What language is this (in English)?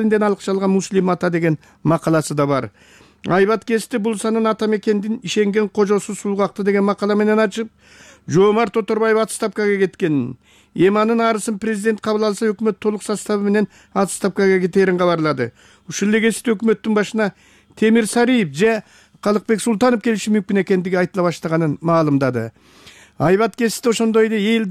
Kyrgyz